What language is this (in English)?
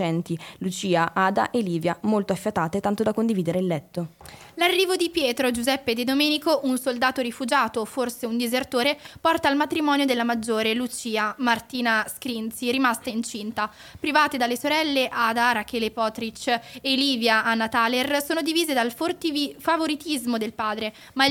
Italian